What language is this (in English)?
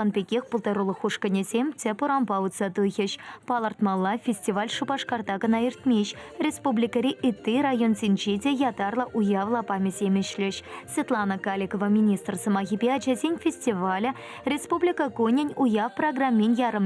Chuvash